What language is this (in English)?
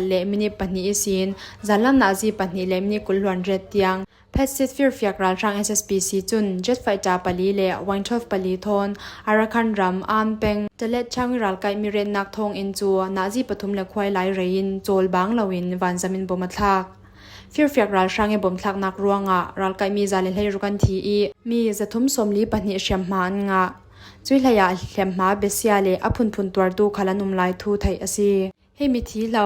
Falam Chin